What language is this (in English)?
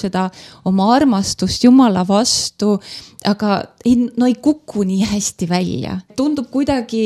Estonian